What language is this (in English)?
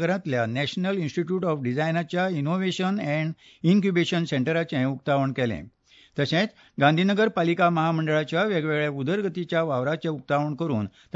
Konkani